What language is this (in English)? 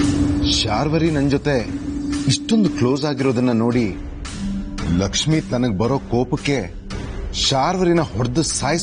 Kannada